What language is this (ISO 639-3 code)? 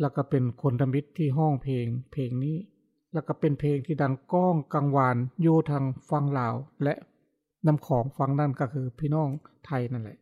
lao